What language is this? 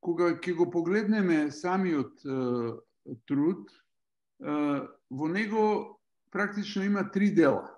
Macedonian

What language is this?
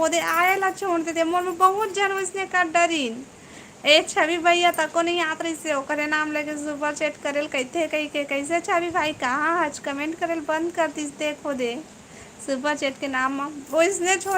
Chhattisgarhi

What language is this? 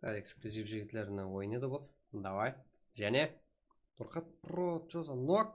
Kara-Kalpak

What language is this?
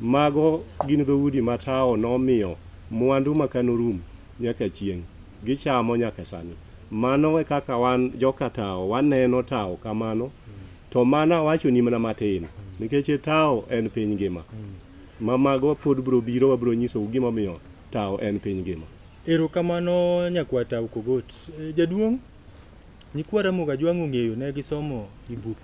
Luo (Kenya and Tanzania)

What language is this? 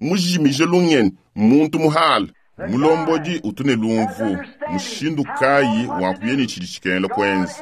Luba-Lulua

